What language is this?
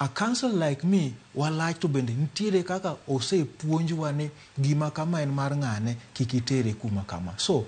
Luo (Kenya and Tanzania)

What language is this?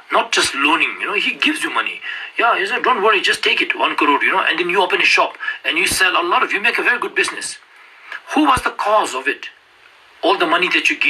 Ladakhi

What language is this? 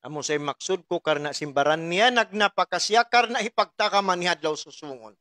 Tausug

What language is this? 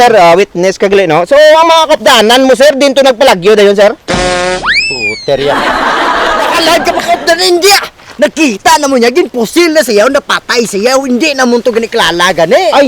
Hiligaynon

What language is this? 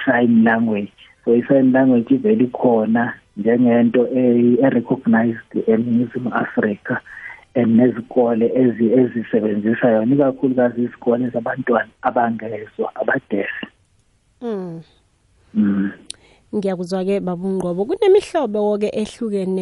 South Ndebele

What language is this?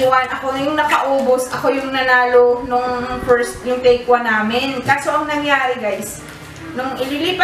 Filipino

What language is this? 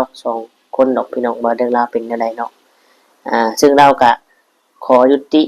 Lao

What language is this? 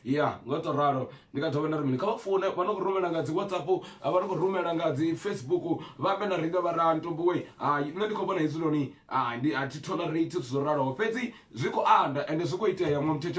Venda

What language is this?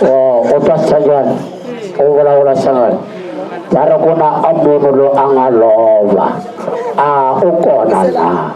Northern Sotho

